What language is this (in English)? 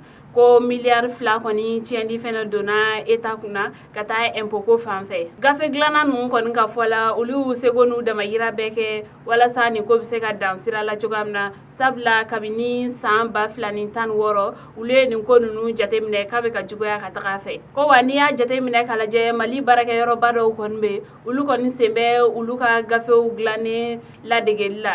Bambara